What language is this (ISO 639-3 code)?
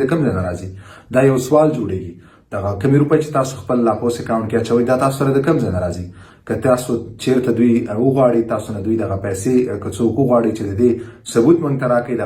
pus